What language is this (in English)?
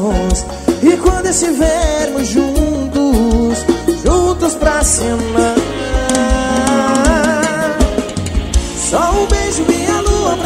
Portuguese